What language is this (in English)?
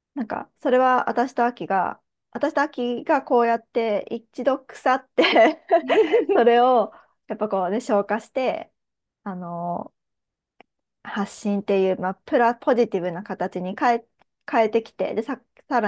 Japanese